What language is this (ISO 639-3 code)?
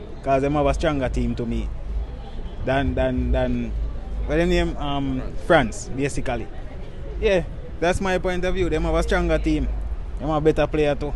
jam